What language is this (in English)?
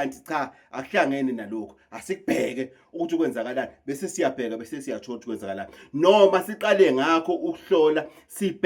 Zulu